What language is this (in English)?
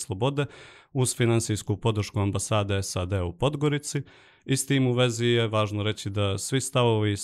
Serbian